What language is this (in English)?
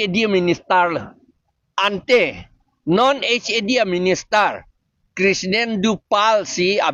Karbi